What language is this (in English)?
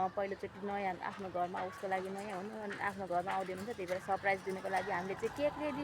Nepali